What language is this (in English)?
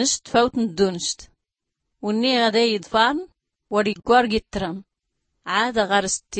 Tachelhit